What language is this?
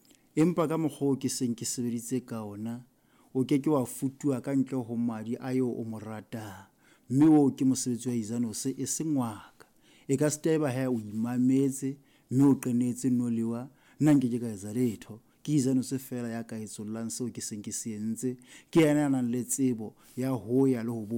Southern Sotho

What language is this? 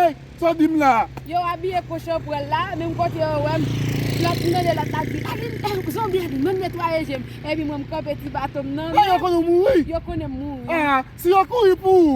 Haitian Creole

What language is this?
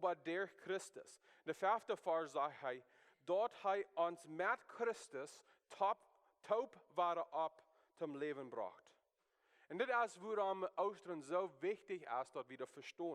Plautdietsch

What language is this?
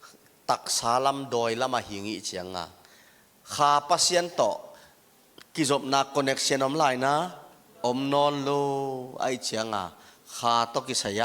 Tedim Chin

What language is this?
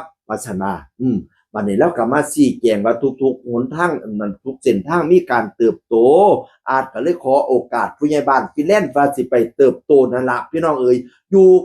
Northeastern Thai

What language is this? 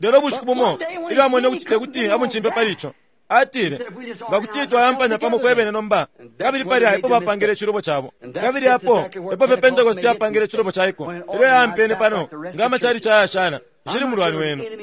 Bemba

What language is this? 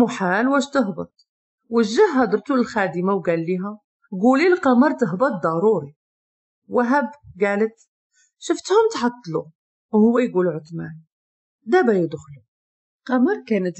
Moroccan Arabic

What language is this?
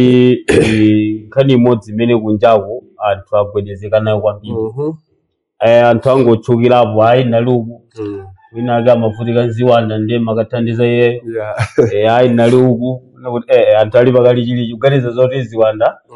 Nyanja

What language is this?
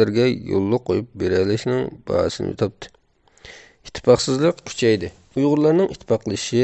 Uyghur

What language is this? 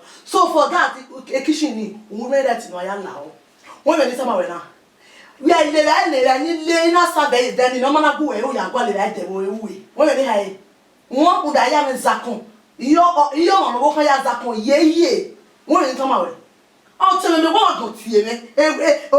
Bini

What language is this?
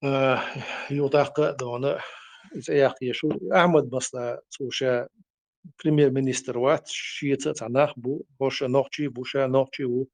Chechen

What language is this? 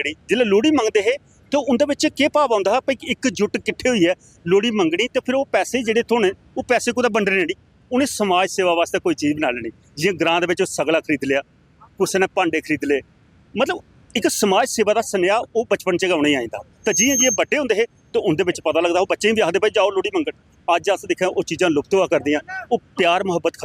Dogri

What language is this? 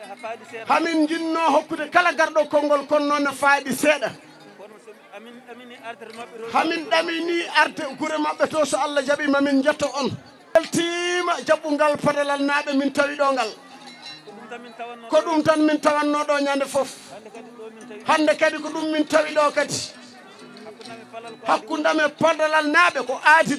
Fula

